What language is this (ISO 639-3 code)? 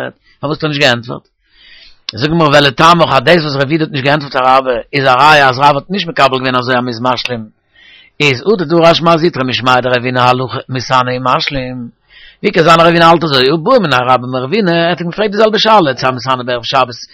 yid